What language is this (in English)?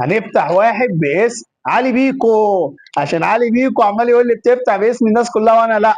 Egyptian Arabic